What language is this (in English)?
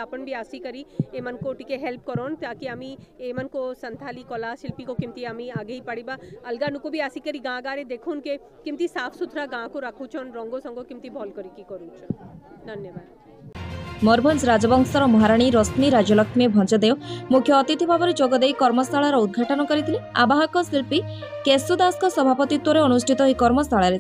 Odia